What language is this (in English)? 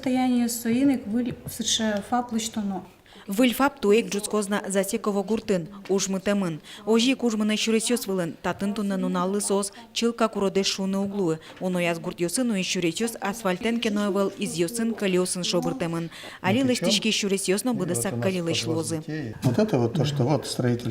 Udmurt